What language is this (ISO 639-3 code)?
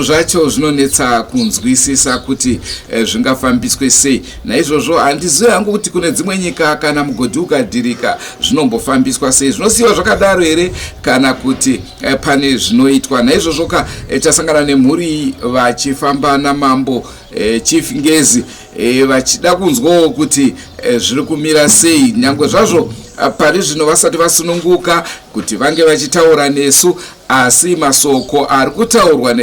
sna